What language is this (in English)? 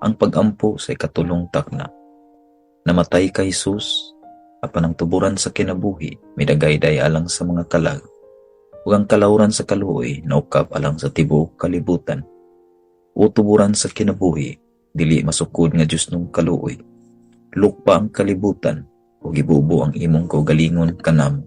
Cebuano